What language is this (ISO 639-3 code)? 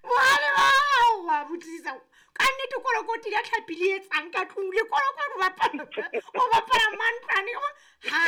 sot